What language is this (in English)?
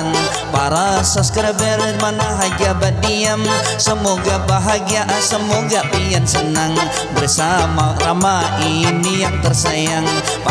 Banjar